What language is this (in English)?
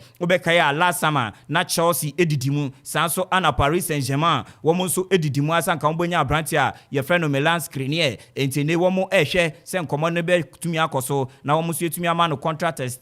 Akan